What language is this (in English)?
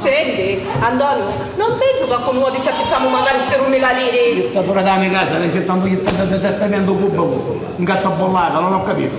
Sicilian